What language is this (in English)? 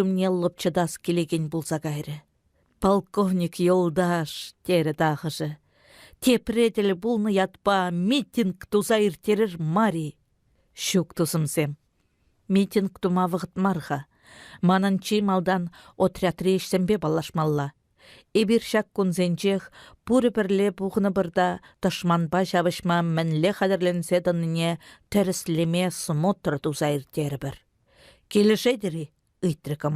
Chuvash